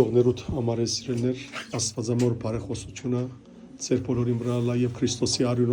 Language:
Western Armenian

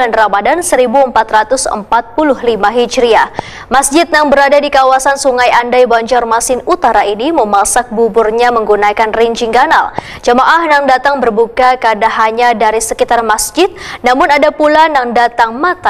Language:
Banjar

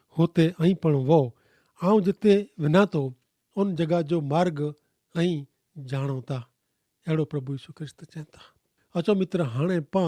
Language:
Kachhi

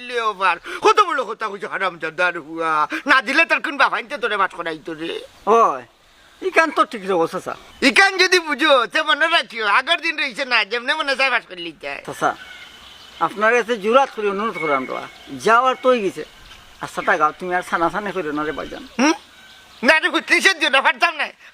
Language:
Sylheti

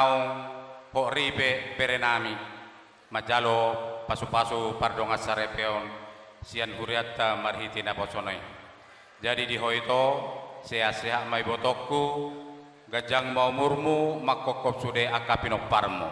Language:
Batak Toba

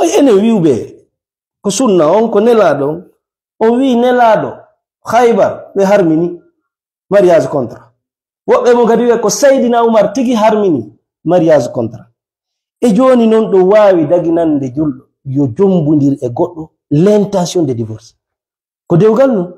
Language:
Fula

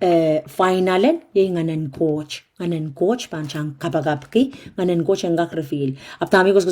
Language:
Pohnpeian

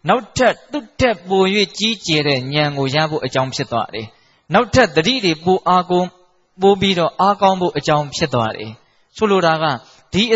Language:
Burmese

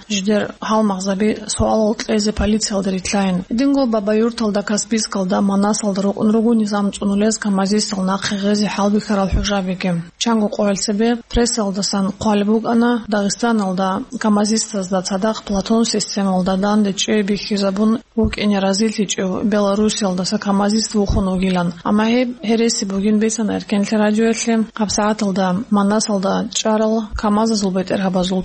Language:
Avaric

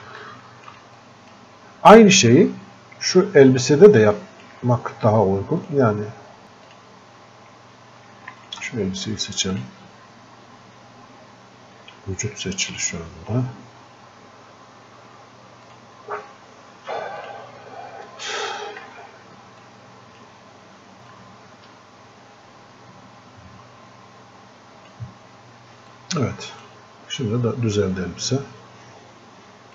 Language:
Turkish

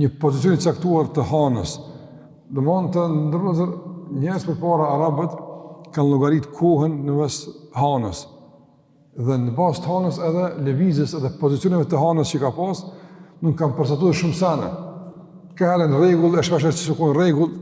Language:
Albanian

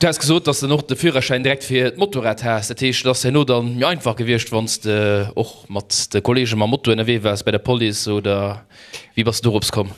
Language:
Luxembourgish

